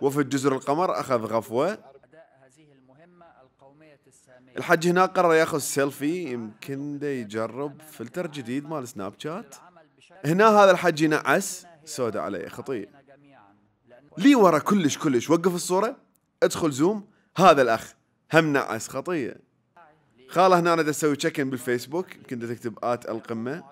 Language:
Mesopotamian Arabic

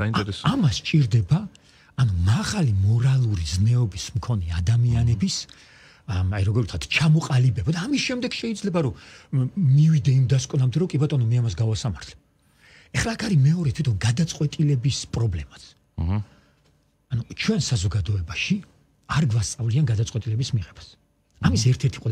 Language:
Georgian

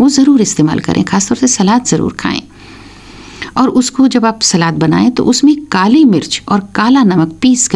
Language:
Hindi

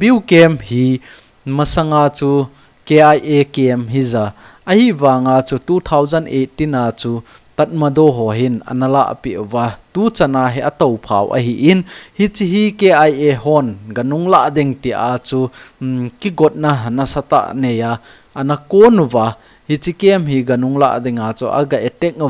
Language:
Thado Chin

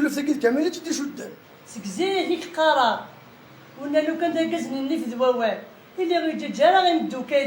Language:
Kabyle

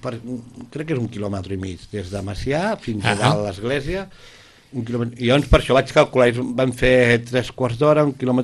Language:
Catalan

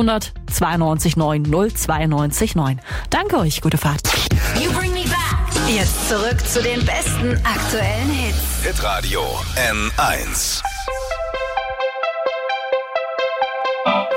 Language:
German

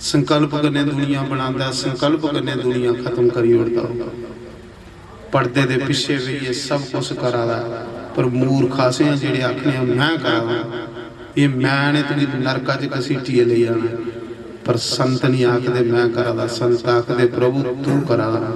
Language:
Dogri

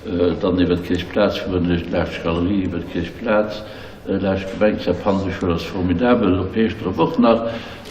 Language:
Luxembourgish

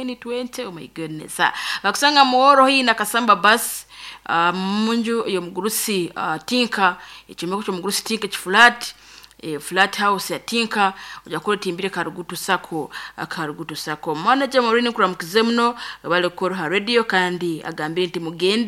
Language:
Nyoro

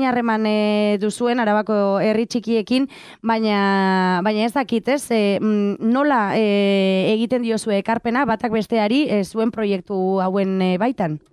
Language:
Basque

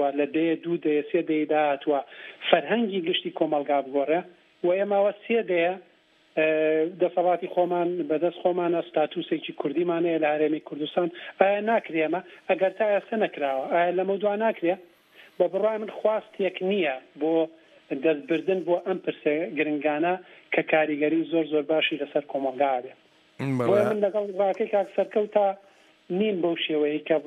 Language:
Central Kurdish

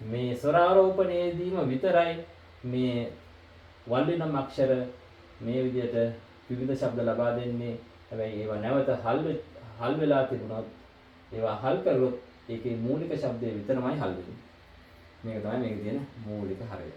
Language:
Sinhala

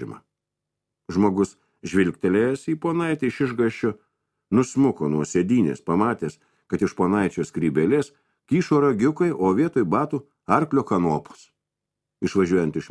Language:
Lithuanian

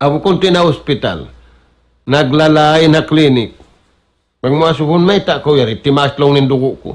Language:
Tausug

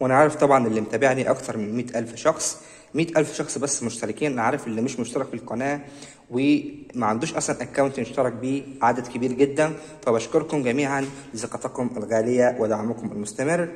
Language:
Egyptian Arabic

